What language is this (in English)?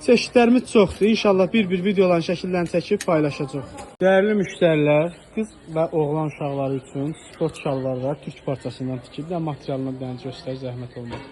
Azerbaijani